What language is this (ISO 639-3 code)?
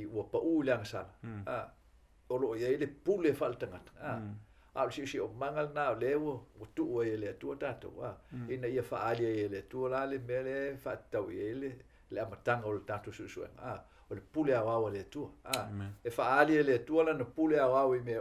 smo